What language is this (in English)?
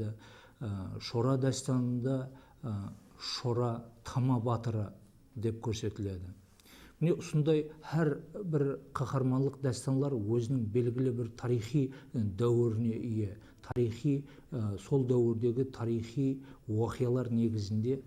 Kara-Kalpak